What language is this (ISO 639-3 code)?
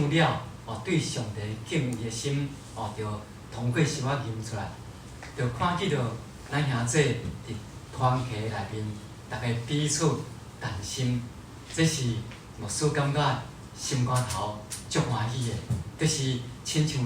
nan